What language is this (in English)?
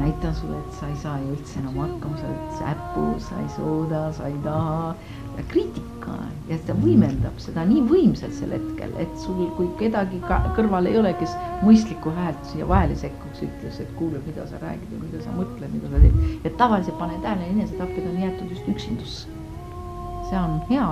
Estonian